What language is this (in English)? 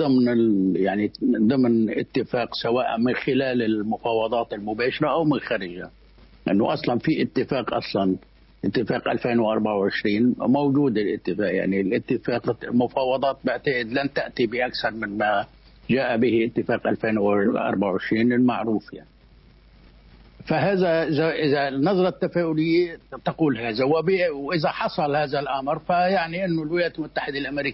Arabic